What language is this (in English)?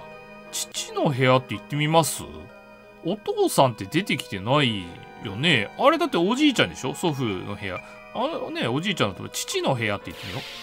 Japanese